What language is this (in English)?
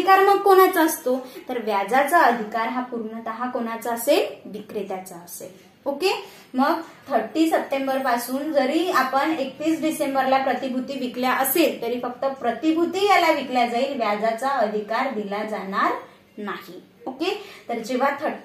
Marathi